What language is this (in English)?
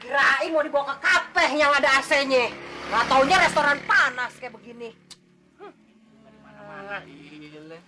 Betawi